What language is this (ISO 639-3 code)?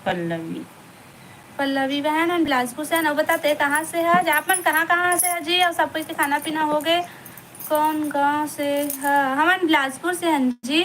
hne